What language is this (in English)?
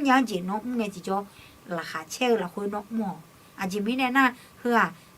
Akha